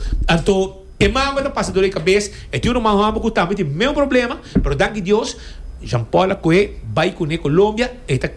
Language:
Papiamento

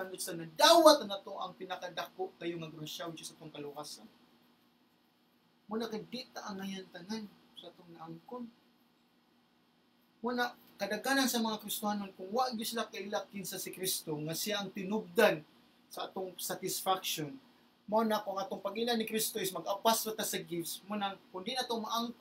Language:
Cebuano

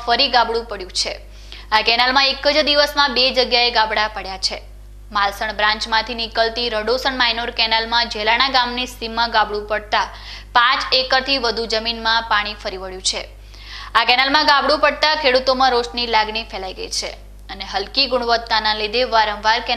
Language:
Gujarati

